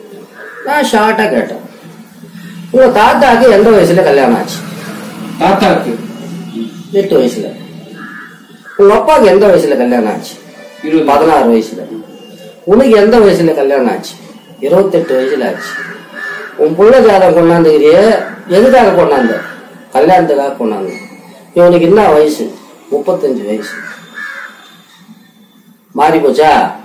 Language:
Tamil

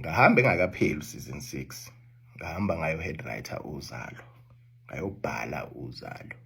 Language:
Zulu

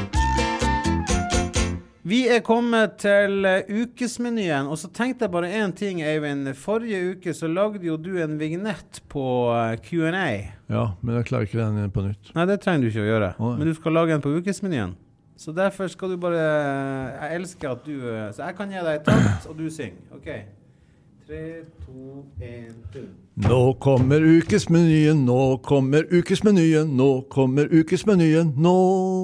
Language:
Norwegian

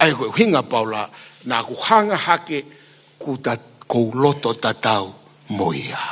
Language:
Tongan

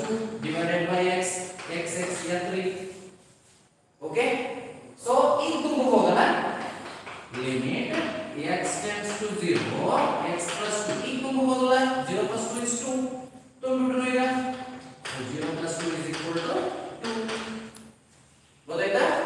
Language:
Kannada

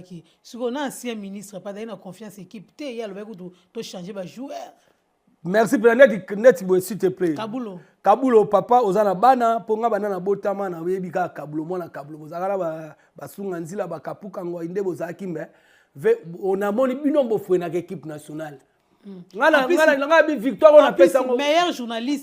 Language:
Lingala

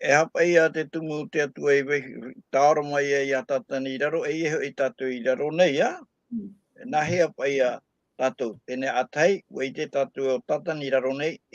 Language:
Tahitian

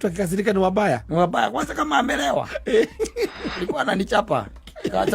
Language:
Kikuyu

